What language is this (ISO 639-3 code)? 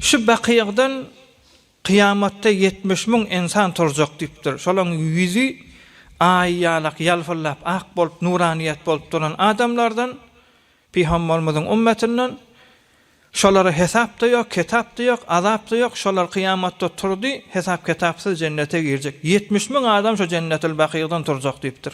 tuk